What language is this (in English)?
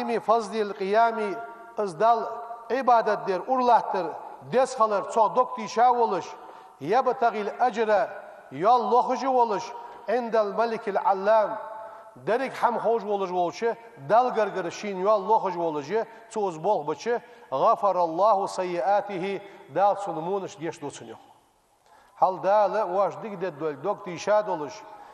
Ingush